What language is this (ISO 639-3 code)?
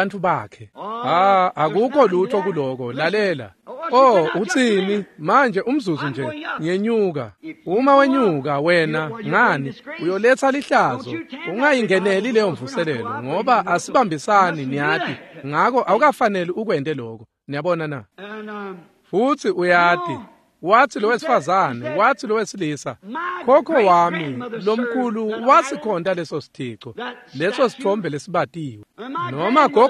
ssw